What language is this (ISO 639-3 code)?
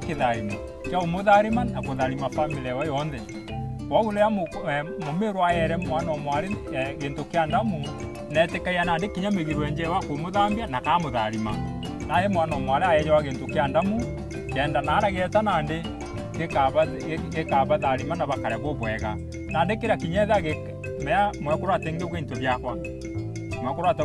mer